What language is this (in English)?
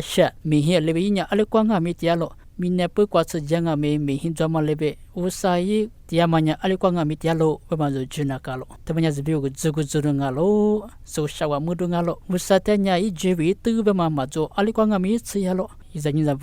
Lisu